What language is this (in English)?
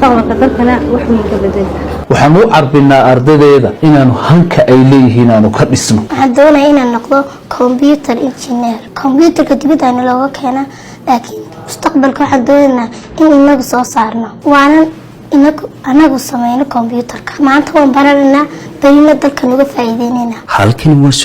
Somali